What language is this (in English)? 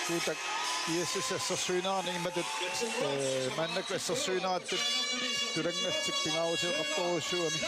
Kalaallisut